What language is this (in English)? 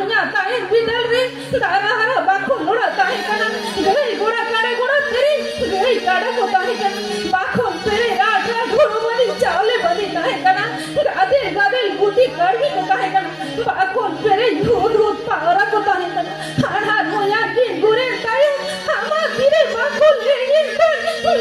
Santali